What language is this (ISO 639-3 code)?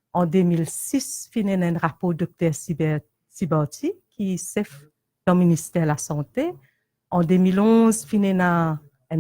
mfe